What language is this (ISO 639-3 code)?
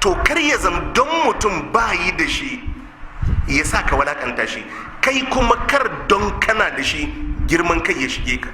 hau